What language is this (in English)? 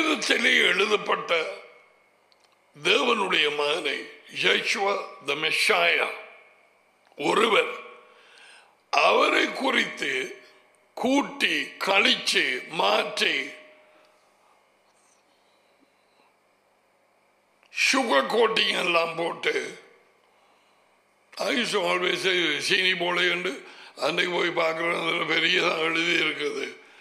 Tamil